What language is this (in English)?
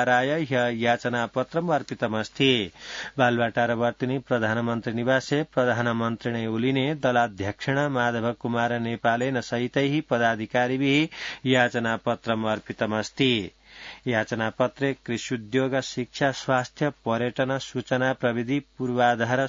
Sanskrit